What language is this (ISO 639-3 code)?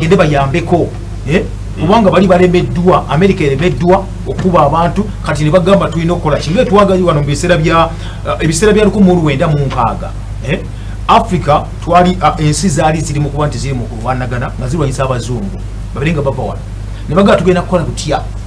lug